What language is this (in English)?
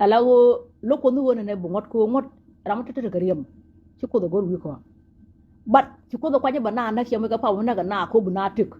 Nuer